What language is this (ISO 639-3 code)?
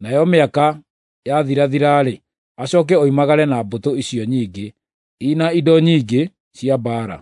kik